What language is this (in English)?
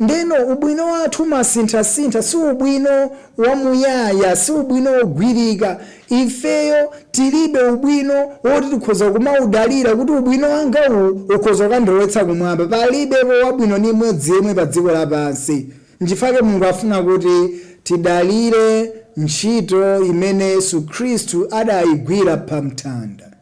Nyanja